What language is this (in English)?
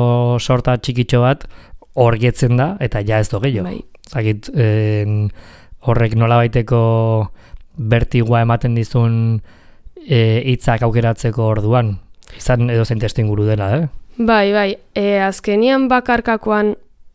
Basque